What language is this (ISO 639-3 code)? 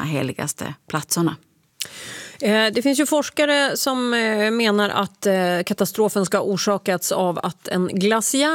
swe